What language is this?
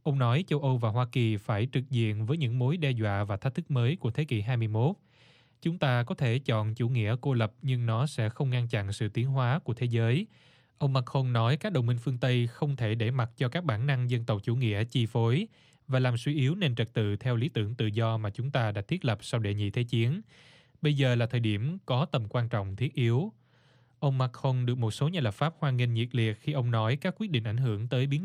Vietnamese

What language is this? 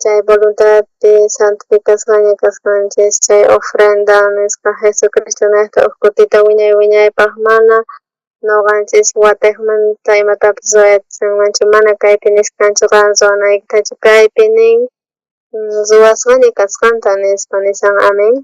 South Bolivian Quechua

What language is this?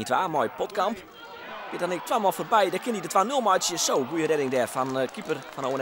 Western Frisian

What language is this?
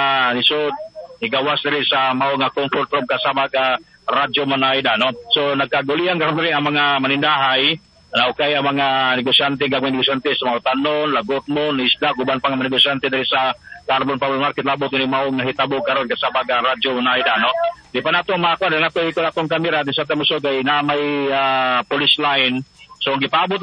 Cebuano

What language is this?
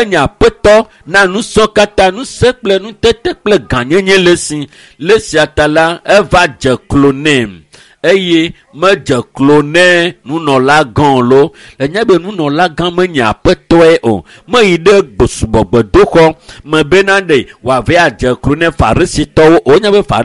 Ewe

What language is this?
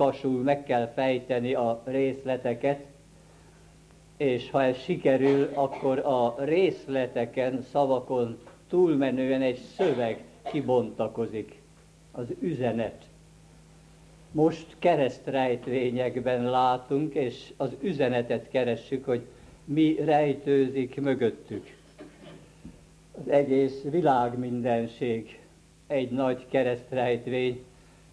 Hungarian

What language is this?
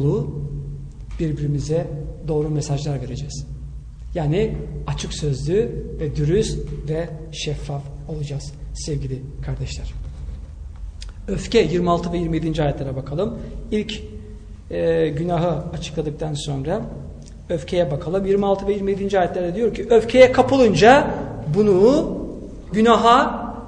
Turkish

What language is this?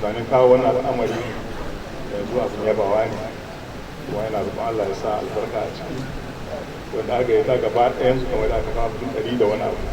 Hausa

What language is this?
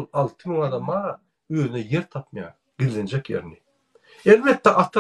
Turkmen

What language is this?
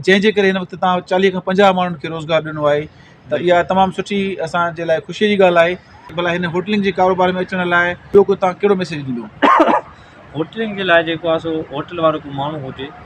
Sindhi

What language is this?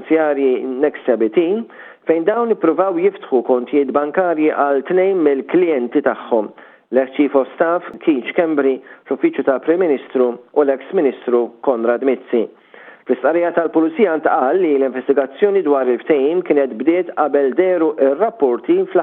Maltese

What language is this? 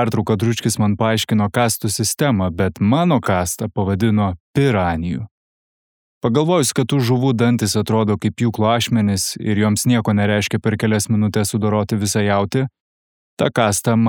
Lithuanian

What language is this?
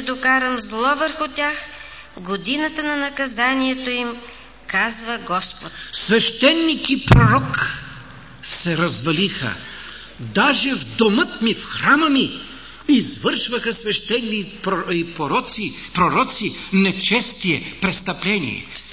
Bulgarian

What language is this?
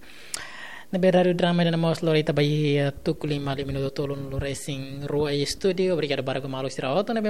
Tetum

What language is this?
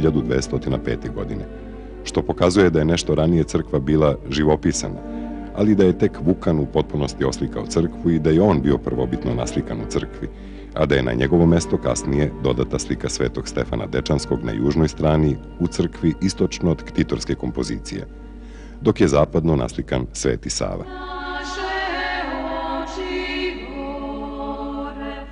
Serbian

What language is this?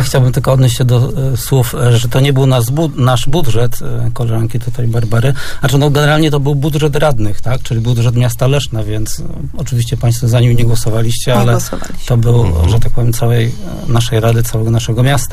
Polish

